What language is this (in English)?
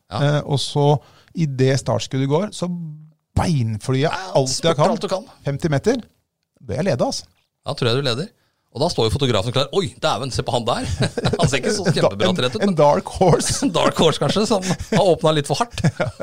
Norwegian